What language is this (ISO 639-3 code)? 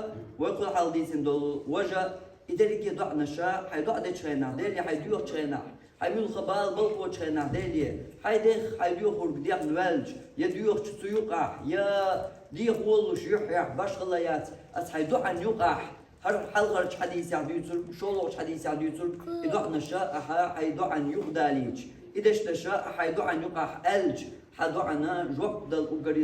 che